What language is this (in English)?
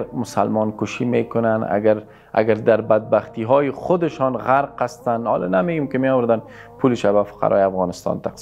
Persian